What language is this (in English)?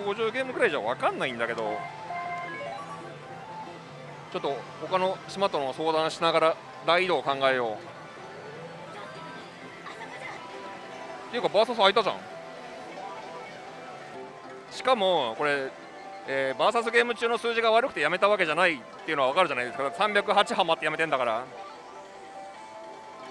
Japanese